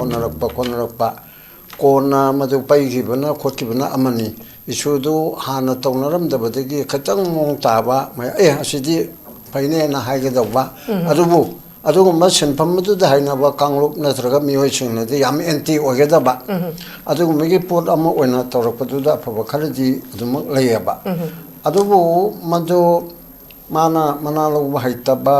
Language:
Manipuri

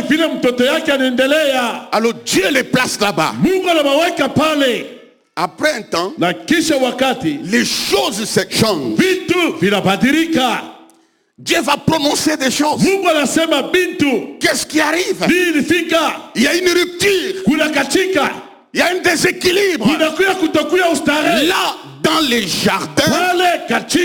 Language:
Swahili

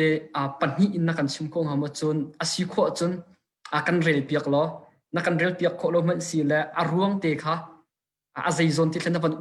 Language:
Hakha Chin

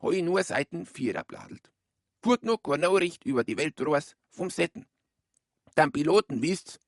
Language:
Bavarian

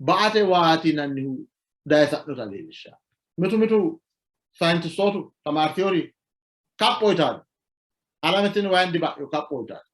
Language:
Sidamo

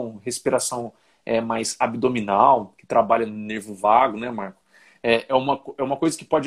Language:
Portuguese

